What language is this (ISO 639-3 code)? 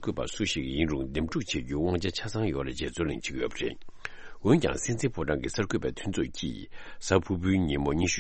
bod